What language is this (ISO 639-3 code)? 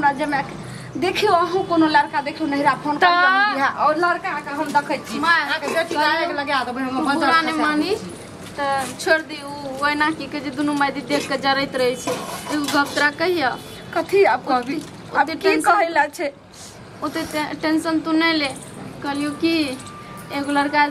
mai